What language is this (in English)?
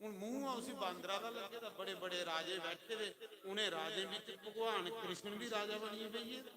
Dogri